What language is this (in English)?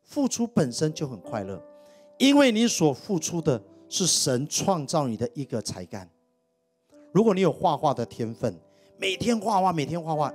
Chinese